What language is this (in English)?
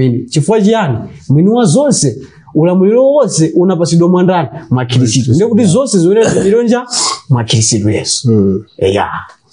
Nyanja